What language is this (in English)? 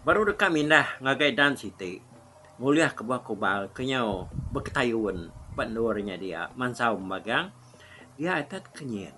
Iban